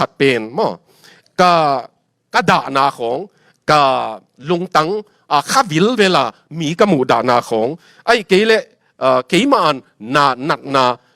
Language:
Tedim Chin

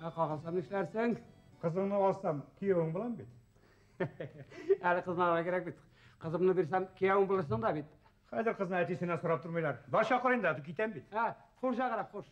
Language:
Bashkir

